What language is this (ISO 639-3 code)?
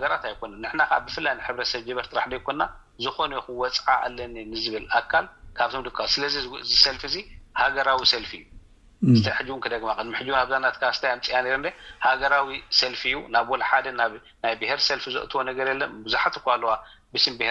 tir